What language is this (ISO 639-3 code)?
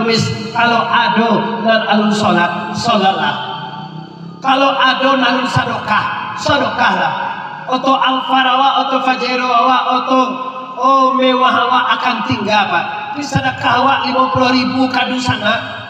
min